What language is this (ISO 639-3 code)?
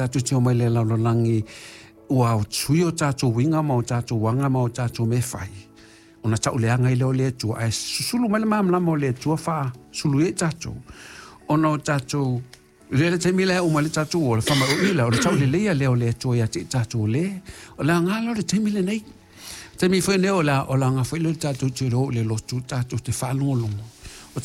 smo